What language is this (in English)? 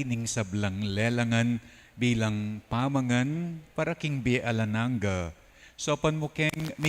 Pampanga